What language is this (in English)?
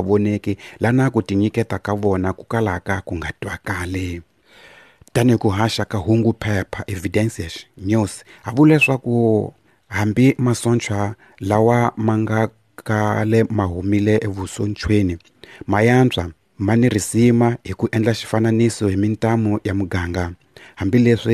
Tsonga